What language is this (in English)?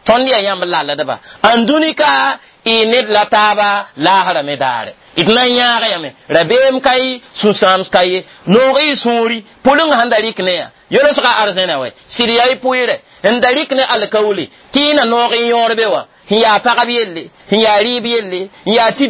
Mossi